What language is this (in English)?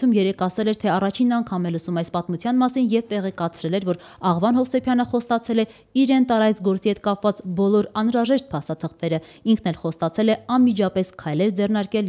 Armenian